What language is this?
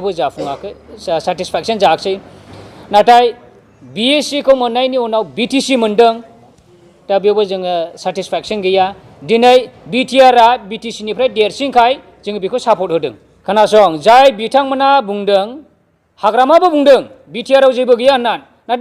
Bodo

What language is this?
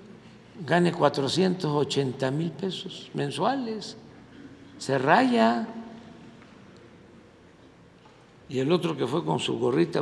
Spanish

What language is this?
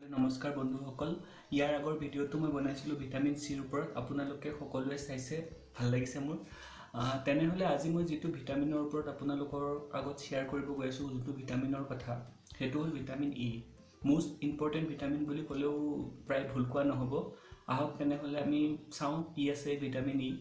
Assamese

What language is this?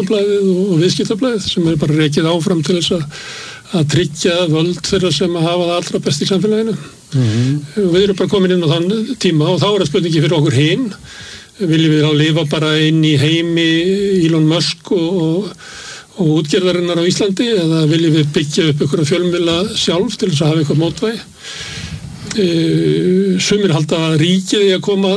Icelandic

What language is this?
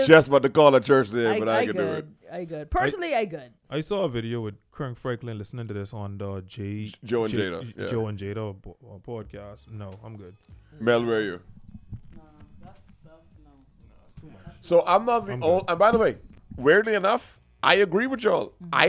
English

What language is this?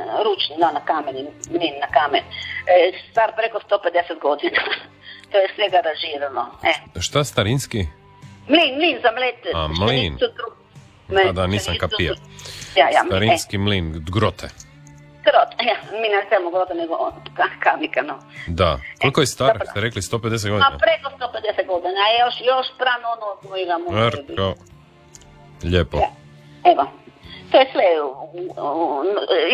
Croatian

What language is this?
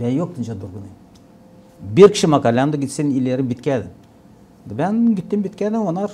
Gagauz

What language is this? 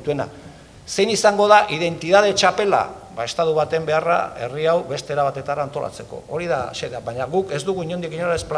Basque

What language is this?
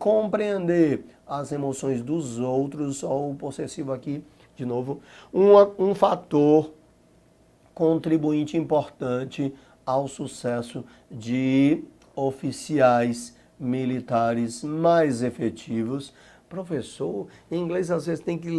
Portuguese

